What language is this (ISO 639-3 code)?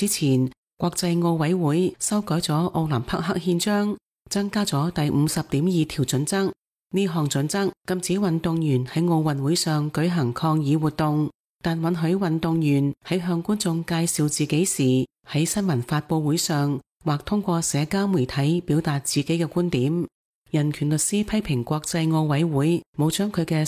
yue